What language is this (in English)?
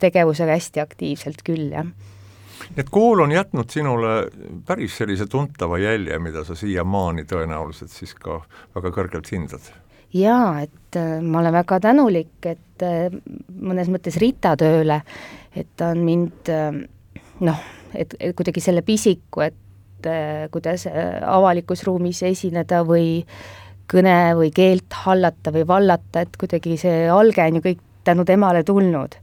Estonian